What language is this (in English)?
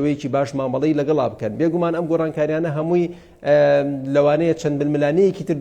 Central Kurdish